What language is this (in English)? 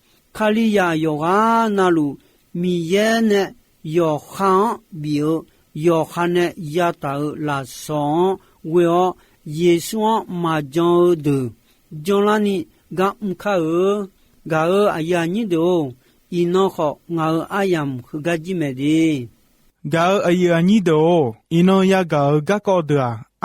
Akha